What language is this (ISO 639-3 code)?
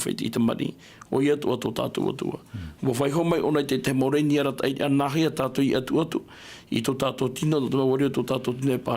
tah